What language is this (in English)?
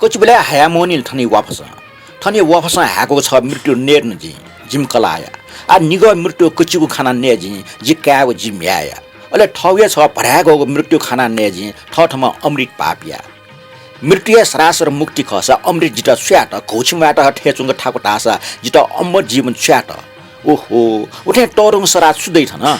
Newari